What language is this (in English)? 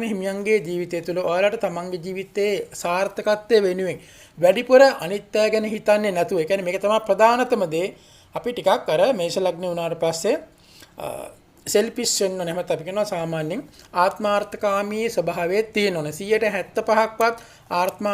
Sinhala